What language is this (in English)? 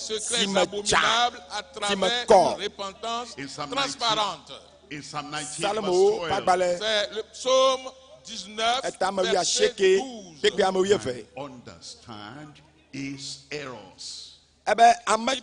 Ewe